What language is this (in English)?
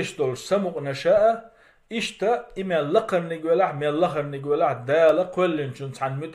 Chechen